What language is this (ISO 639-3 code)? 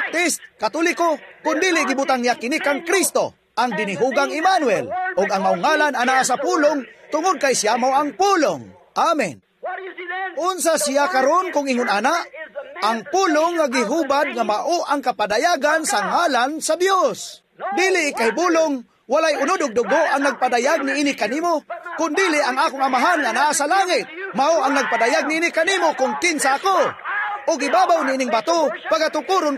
ceb